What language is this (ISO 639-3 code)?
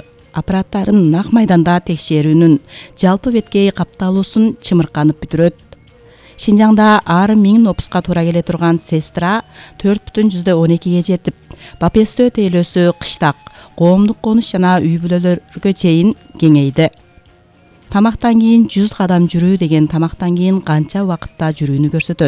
kir